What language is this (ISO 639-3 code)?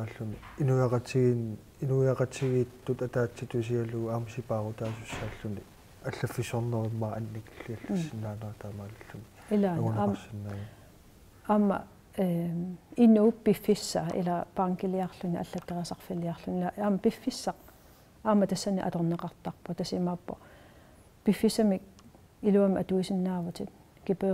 kal